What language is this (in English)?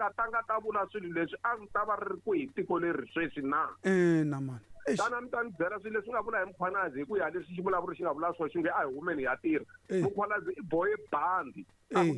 Tsonga